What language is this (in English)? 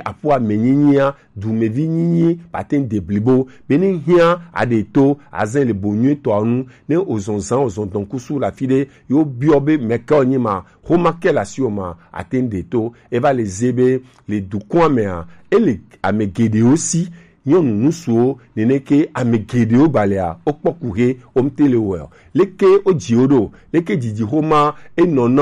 Gen